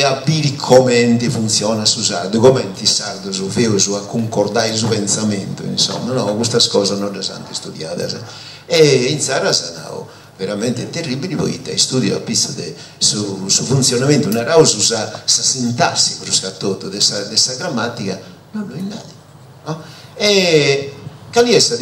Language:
Sardinian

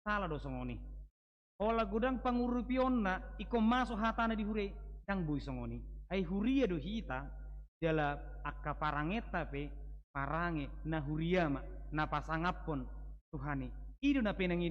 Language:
Batak Toba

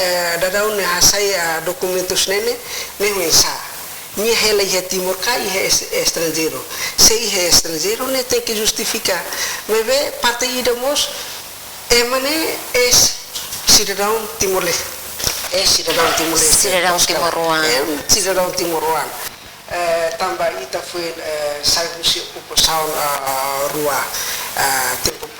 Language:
Tetum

